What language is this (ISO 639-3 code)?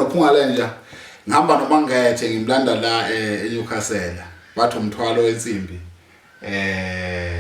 zul